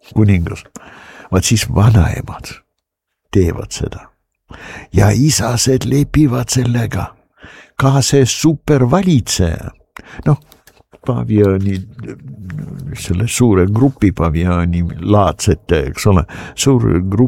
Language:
Estonian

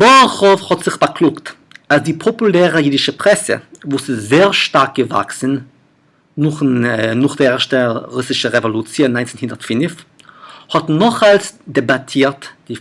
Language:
Yiddish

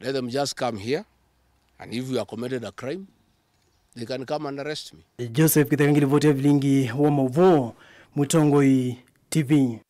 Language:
Kamba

